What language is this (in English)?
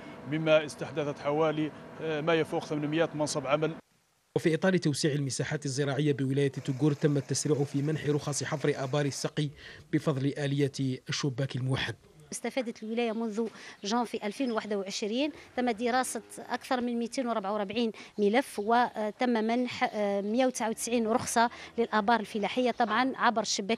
Arabic